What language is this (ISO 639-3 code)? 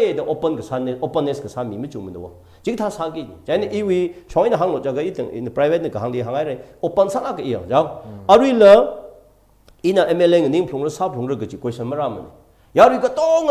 nmf